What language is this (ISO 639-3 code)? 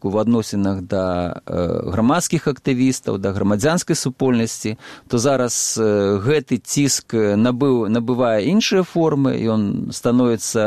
bel